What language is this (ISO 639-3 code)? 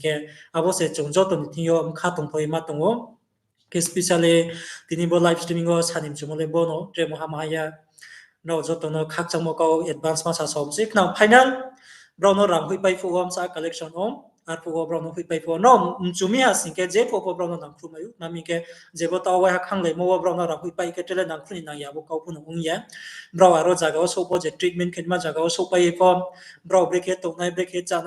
ria